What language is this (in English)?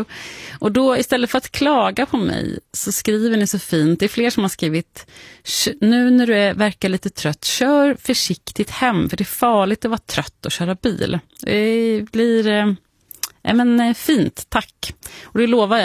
Swedish